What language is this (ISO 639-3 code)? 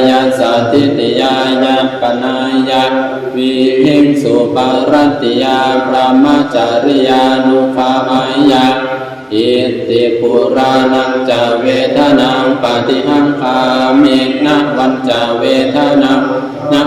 pli